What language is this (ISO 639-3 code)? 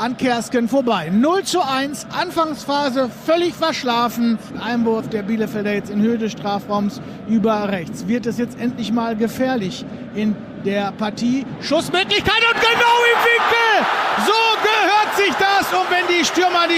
deu